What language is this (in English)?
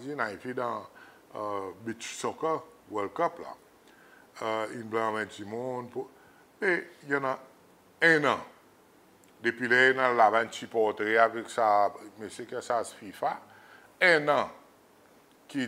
Seselwa Creole French